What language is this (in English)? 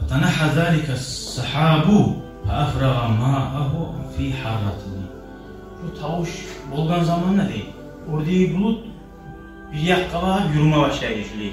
Kumyk